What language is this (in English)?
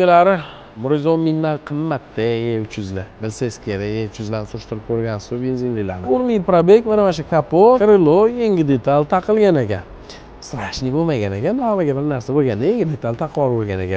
Uzbek